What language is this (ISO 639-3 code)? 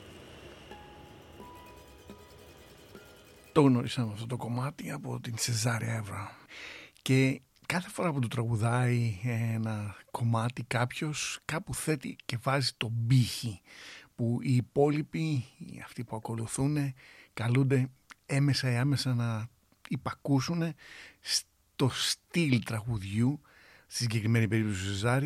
ell